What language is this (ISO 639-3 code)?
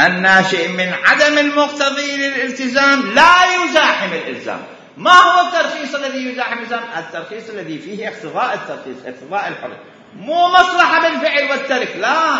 acm